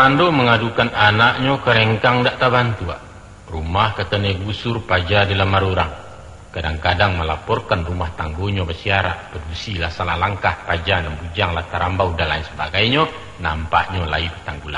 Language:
Minangkabau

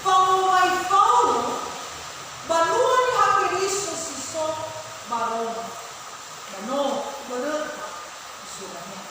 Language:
Nias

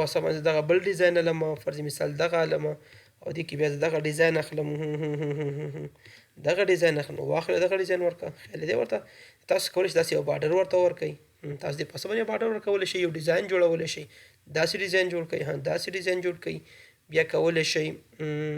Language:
Pashto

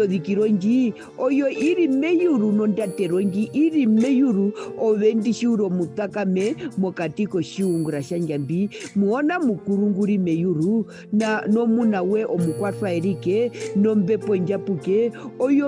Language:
Herero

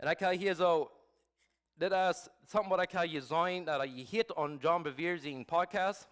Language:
Plautdietsch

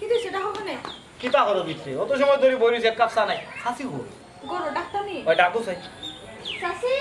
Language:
Sylheti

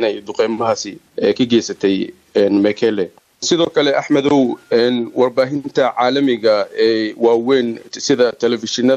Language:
Somali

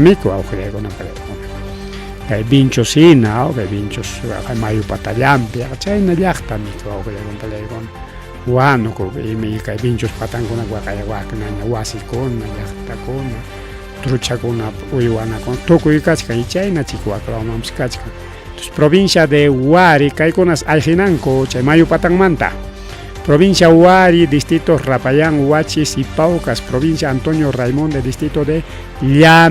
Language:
Ayacucho Quechua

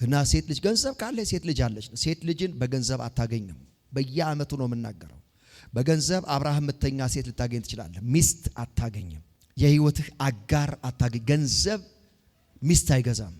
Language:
Amharic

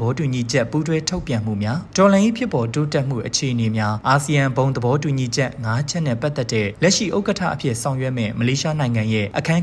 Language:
Burmese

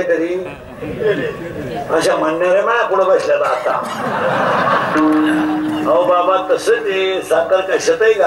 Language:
Marathi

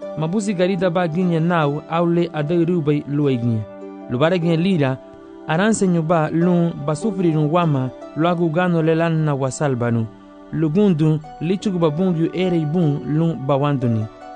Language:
Garifuna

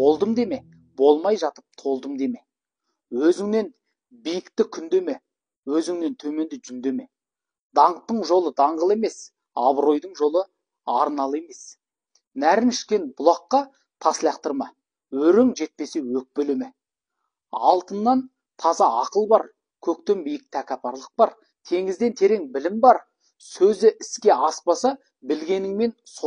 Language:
Kazakh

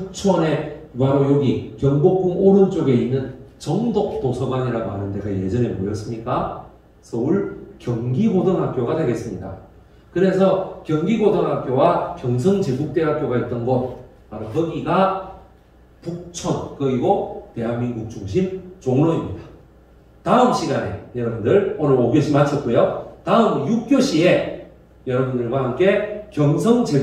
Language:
Korean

